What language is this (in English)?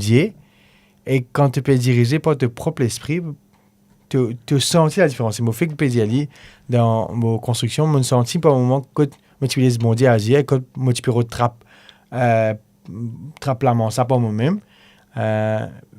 Morisyen